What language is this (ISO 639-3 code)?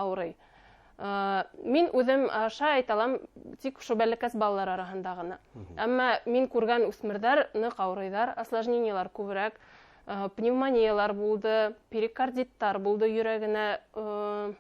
bak